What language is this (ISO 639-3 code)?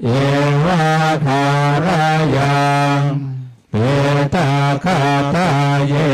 pli